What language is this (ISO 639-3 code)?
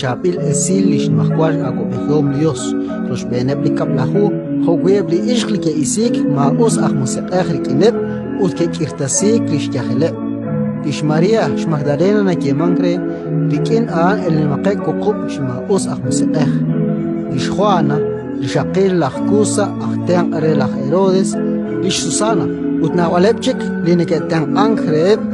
kek